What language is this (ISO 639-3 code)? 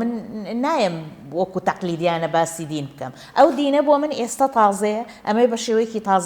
ckb